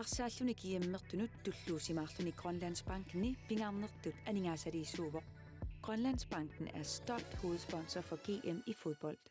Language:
Kalaallisut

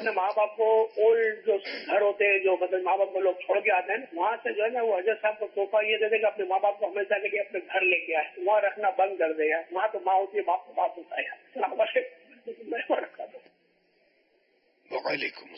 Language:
Urdu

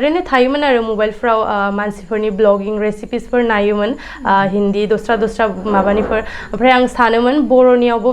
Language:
Bodo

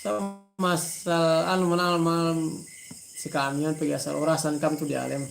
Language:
Yakan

